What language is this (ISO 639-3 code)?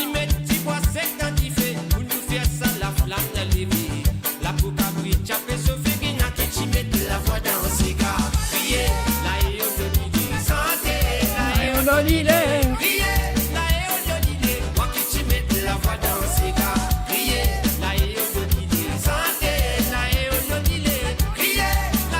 mfe